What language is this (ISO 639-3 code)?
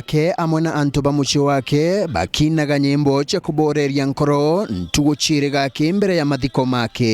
mer